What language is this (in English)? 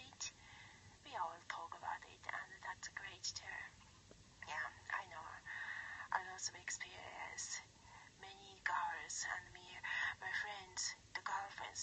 English